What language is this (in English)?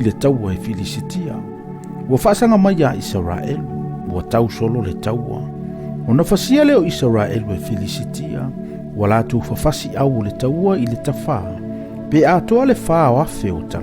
Samoan